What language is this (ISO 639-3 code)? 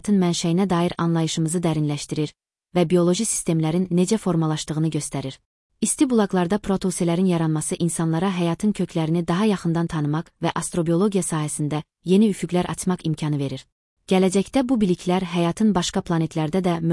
aze